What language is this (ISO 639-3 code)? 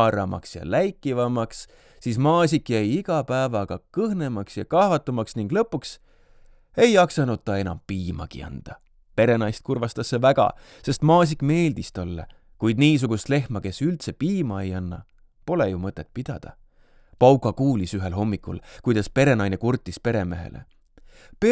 est